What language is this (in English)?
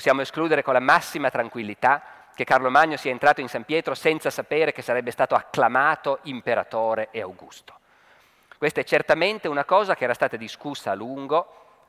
Italian